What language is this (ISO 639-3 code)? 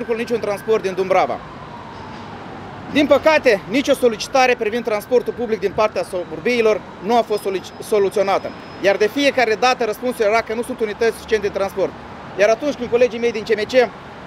ron